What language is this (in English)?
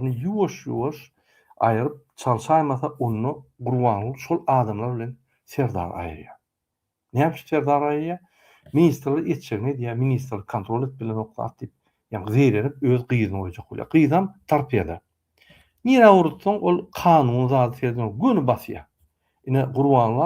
Turkmen